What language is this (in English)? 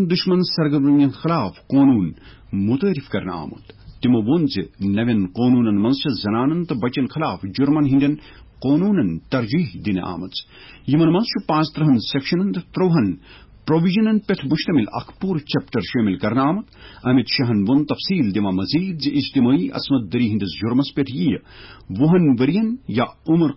Kashmiri